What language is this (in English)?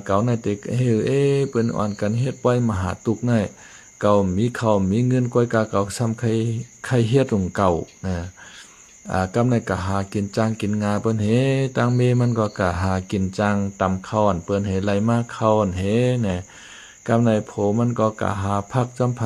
Shan